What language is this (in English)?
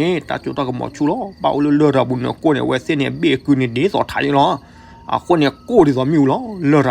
S'gaw Karen